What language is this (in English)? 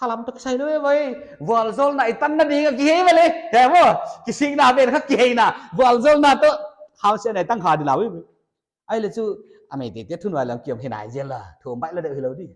Paite Chin